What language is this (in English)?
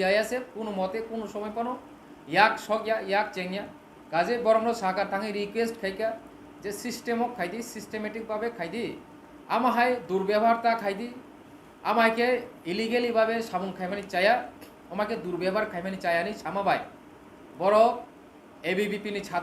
Kok Borok